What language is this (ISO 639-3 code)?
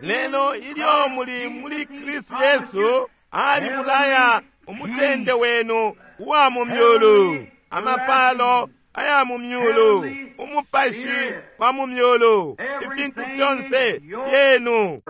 bem